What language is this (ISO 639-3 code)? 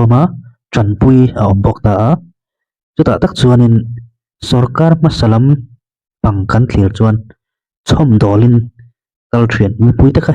lus